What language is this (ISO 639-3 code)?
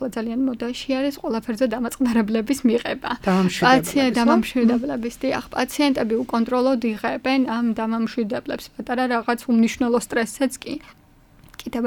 kat